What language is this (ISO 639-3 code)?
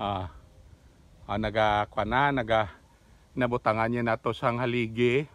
hil